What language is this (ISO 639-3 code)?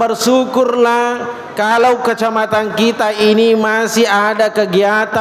bug